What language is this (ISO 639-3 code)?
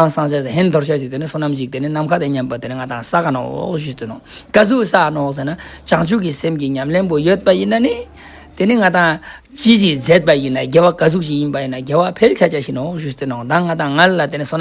lbj